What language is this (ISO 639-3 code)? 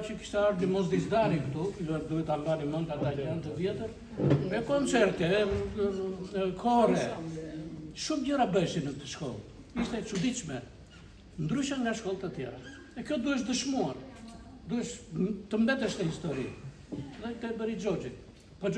sqi